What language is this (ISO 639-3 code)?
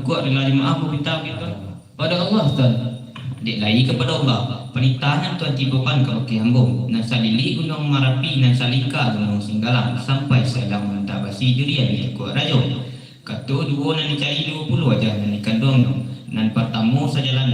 min